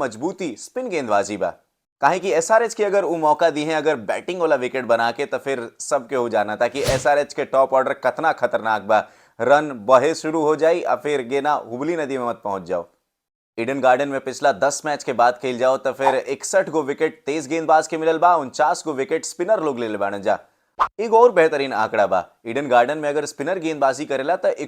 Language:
Bhojpuri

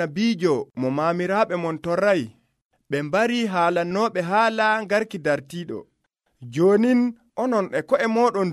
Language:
Nigerian Fulfulde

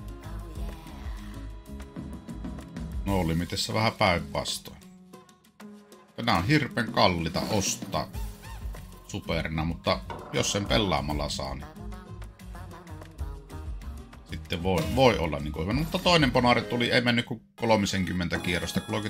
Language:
Finnish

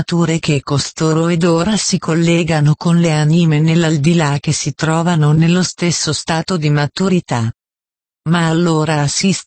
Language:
Italian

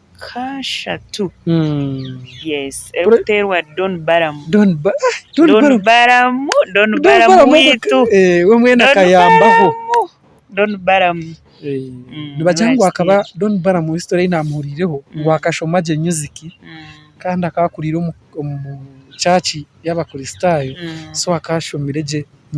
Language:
Nyankole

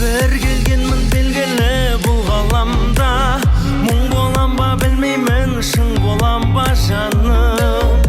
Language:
Kara-Kalpak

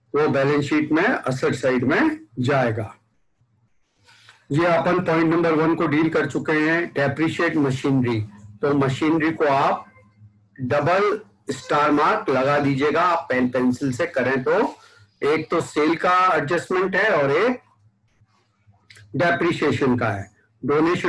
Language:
Hindi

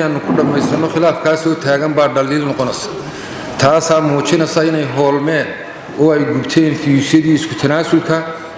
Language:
Somali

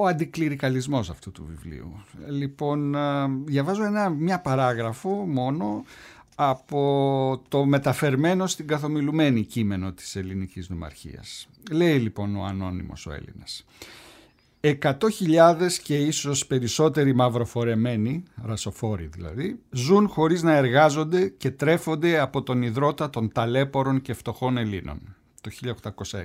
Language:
Greek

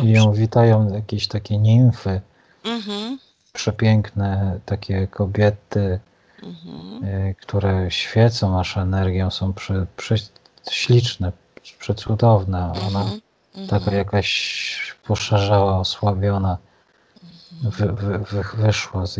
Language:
Polish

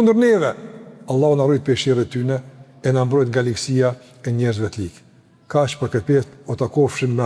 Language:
Albanian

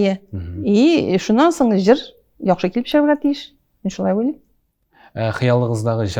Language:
Tatar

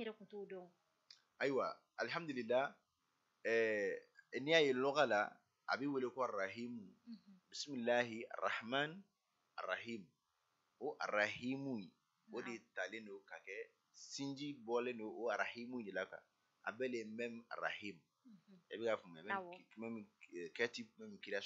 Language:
Bambara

